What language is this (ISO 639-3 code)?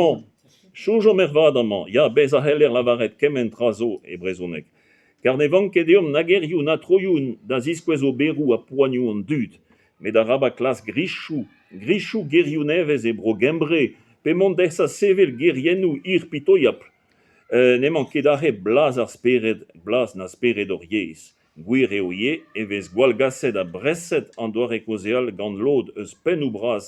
bre